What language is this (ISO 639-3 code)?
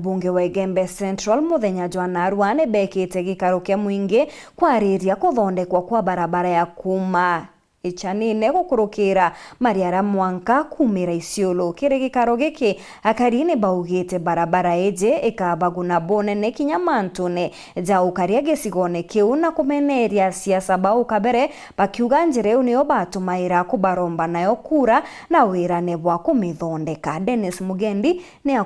mer